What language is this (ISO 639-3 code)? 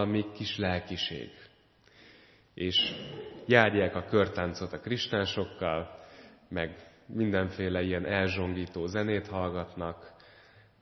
hun